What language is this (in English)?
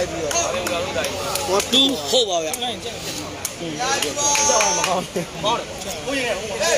Burmese